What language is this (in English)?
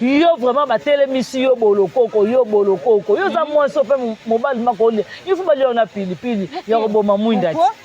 Lingala